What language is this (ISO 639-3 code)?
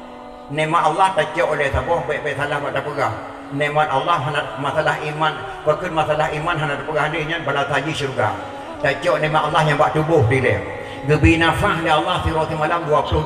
ace